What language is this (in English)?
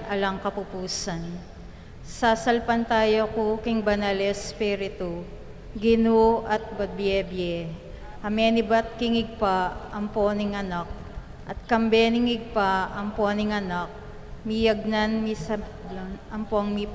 Pampanga